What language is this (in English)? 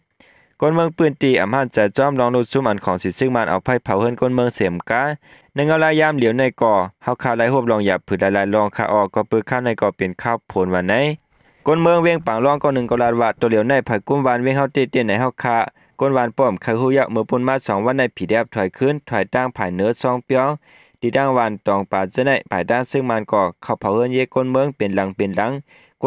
Shan